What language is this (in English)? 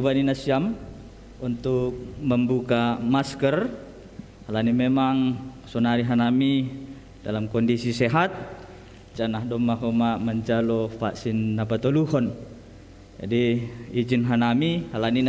Batak Simalungun